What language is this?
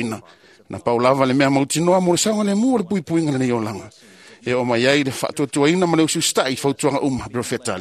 Samoan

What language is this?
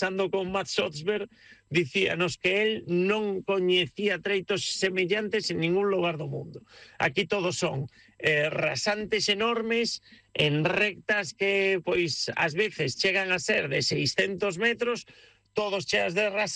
Galician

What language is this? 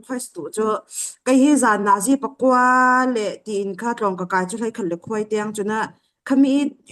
Falam Chin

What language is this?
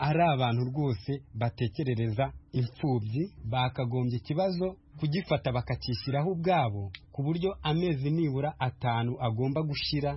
Kinyarwanda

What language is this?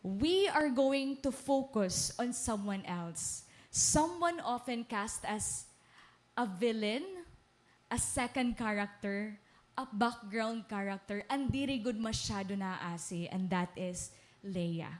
Waray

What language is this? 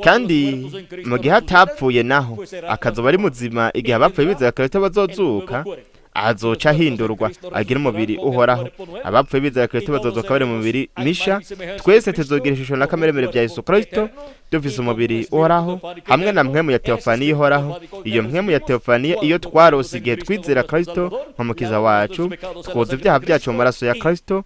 Rundi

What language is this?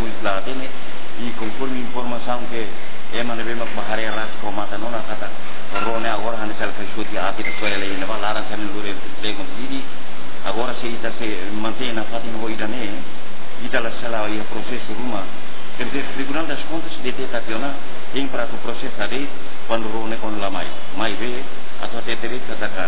Tetum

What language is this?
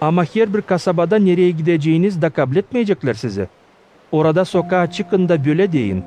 Gagauz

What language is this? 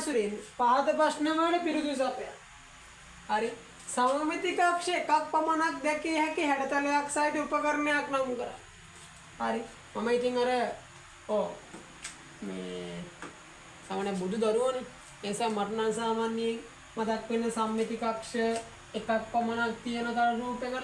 Sinhala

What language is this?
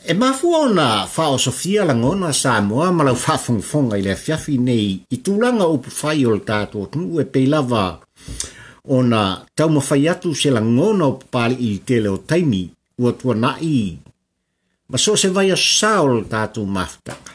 Samoan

